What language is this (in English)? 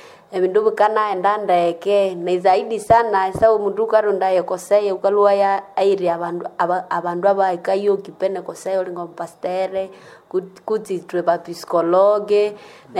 Nande